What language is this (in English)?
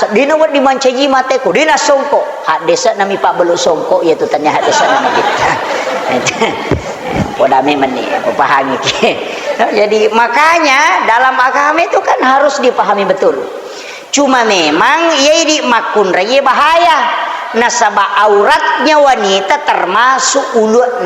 Buginese